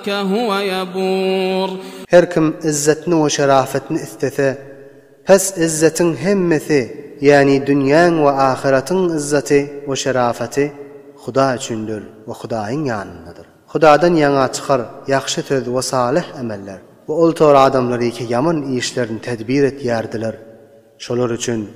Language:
Turkmen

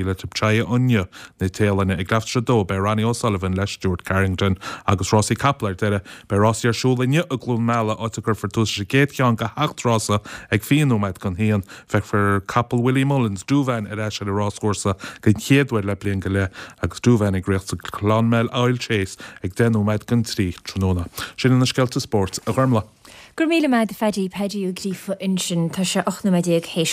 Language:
Irish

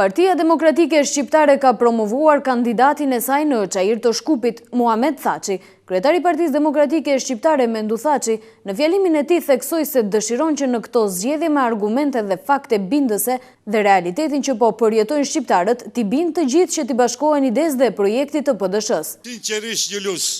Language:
Albanian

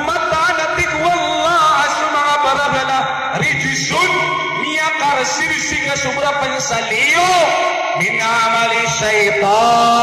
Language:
Maranao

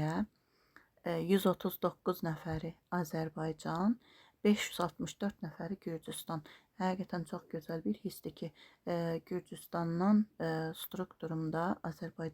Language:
Azerbaijani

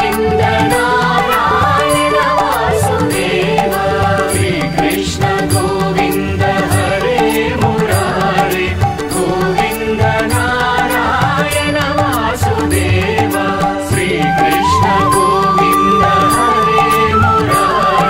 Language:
Telugu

